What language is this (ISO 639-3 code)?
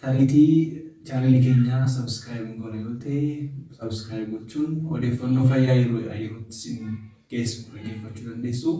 orm